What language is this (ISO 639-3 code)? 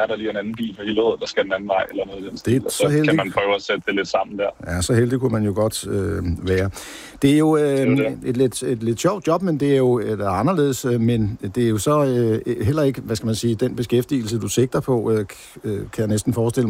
dan